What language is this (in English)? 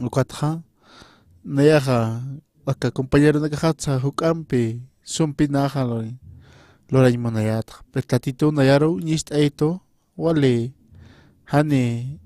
Aymara